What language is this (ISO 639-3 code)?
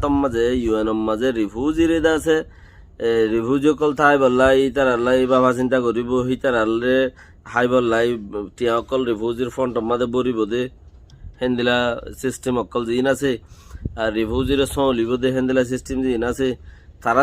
rhg